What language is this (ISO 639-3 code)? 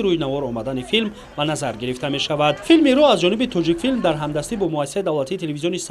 tgk